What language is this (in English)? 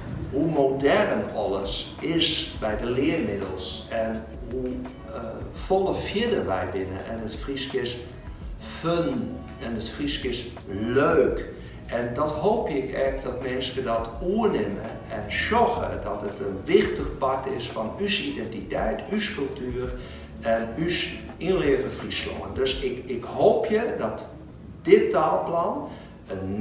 Western Frisian